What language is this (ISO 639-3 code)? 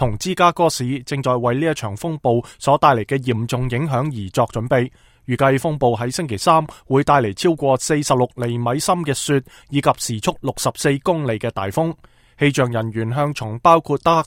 yue